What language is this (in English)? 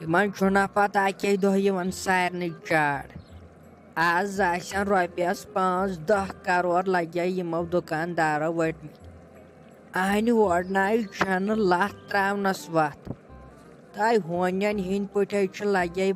Kashmiri